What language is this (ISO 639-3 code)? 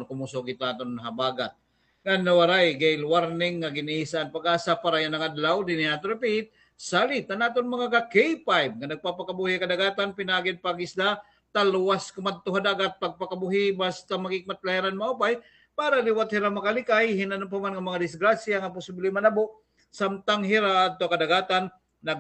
war